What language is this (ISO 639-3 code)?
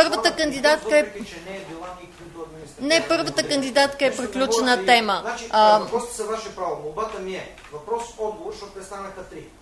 bul